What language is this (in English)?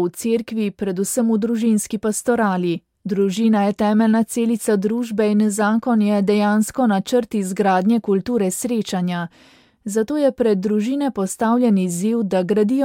Slovenian